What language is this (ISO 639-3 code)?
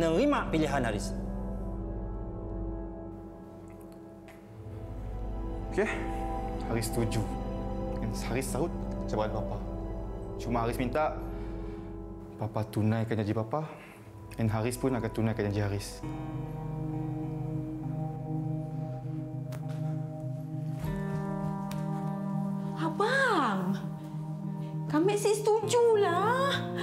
msa